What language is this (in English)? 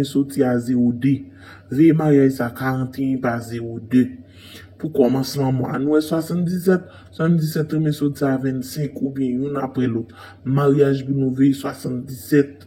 Haitian Creole